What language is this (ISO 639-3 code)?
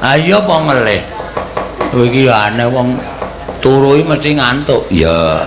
jav